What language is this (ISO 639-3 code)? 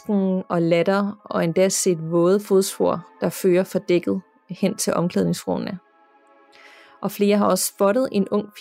dan